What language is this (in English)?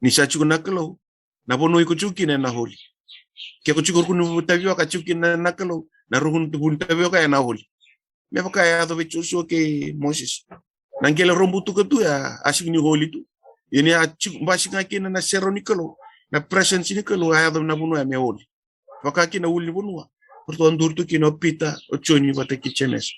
Fijian